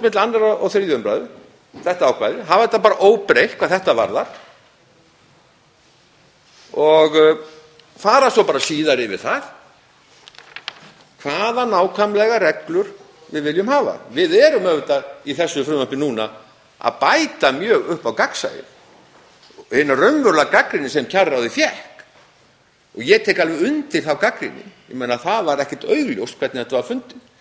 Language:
Icelandic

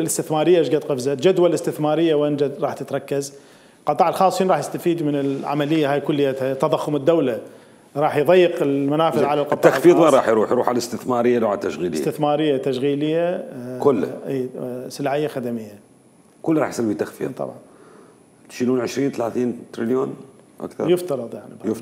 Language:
Mesopotamian Arabic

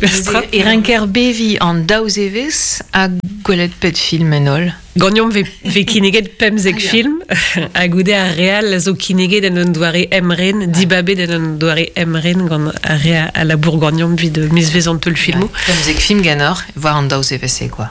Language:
Breton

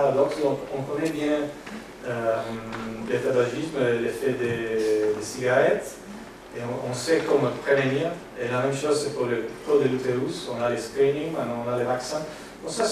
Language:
French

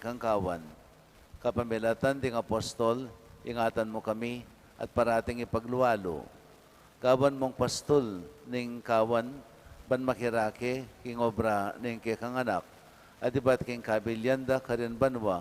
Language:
Pampanga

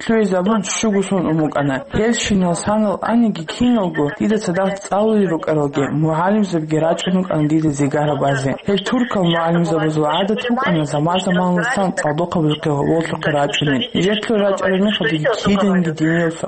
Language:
Avaric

